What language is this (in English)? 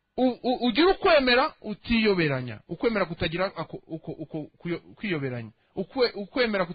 Kinyarwanda